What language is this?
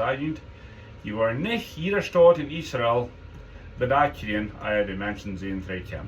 Plautdietsch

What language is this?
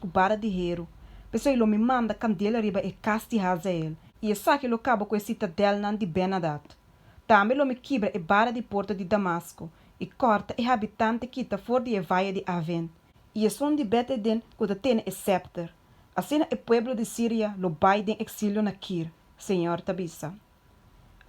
Papiamento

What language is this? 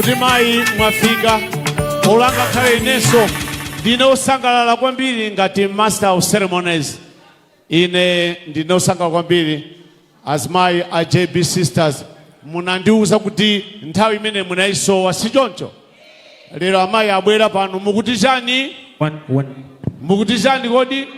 Nyanja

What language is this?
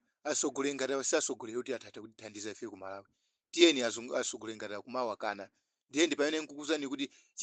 Nyanja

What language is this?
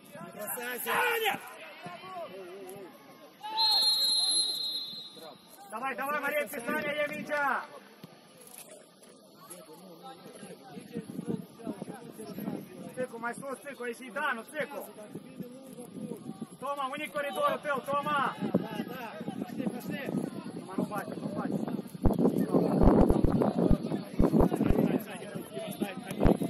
Romanian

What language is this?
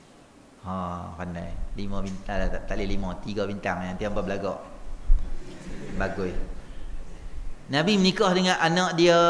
Malay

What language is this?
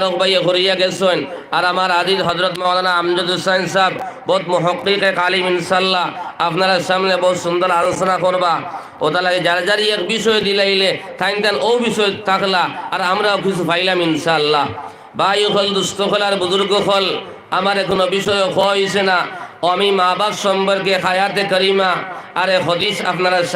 Sylheti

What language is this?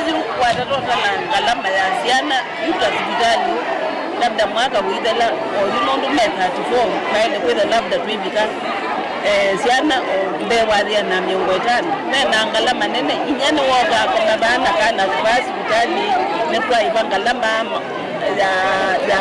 Kamba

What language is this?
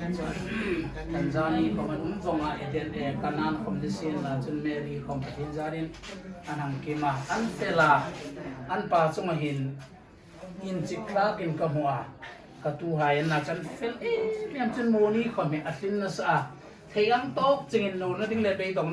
Hmar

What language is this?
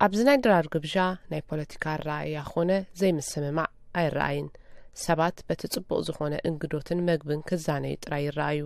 Tigrinya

